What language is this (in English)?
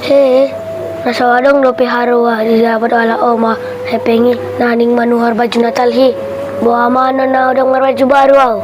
Batak Toba